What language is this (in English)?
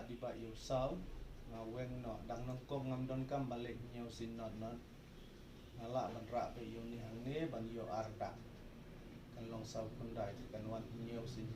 Khasi